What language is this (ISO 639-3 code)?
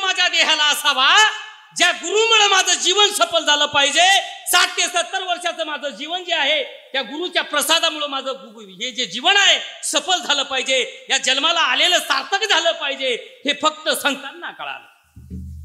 mar